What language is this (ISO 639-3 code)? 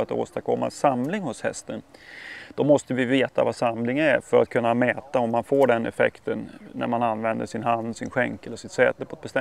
swe